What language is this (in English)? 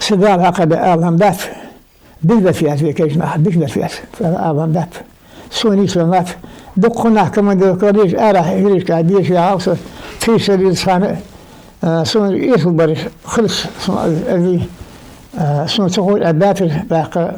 Ingush